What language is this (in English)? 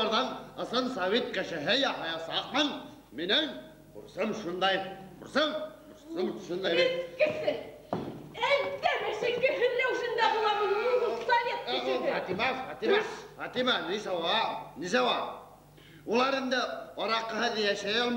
Bashkir